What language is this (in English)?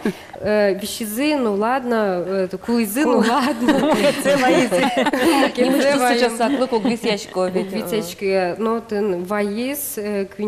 Udmurt